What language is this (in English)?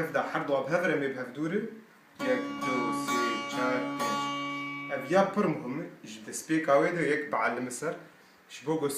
Kurdish